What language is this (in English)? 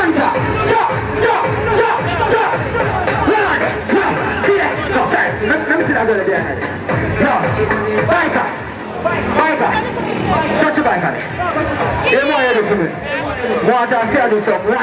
Jamaican Creole English